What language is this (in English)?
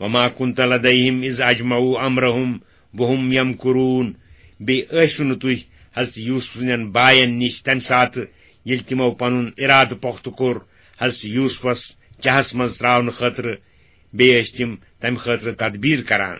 Kashmiri